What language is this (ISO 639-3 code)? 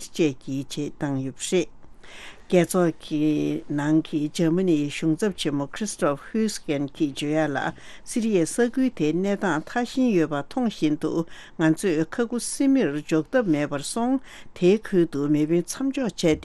bod